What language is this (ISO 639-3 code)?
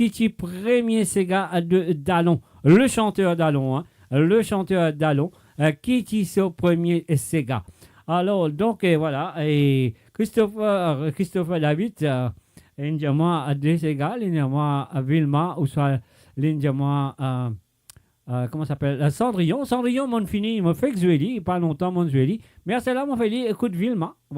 mfe